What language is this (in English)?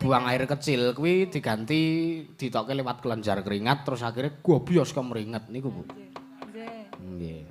Javanese